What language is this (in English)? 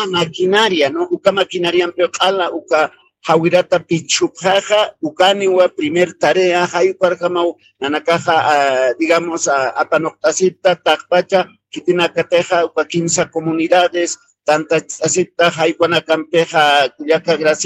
Aymara